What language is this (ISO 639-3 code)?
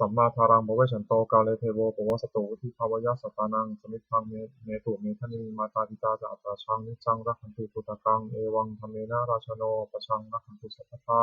pli